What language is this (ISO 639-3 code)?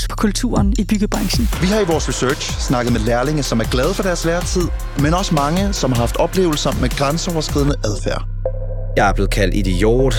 dan